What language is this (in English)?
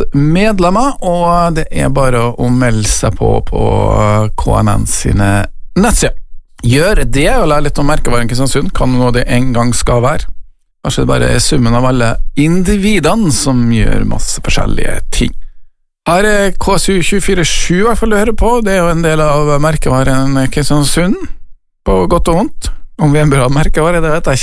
Norwegian